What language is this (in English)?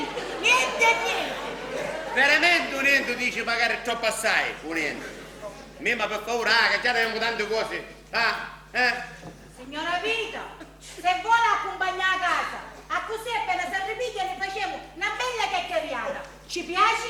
Sicilian